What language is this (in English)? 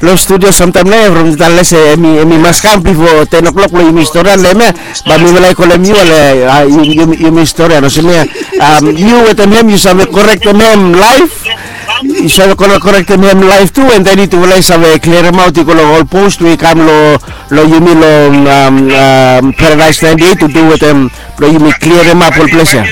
Bislama